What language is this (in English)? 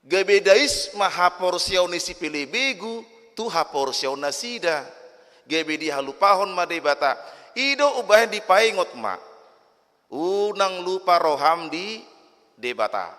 Batak Toba